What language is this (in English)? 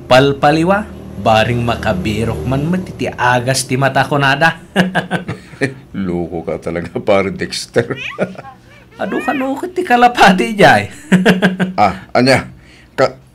Iloko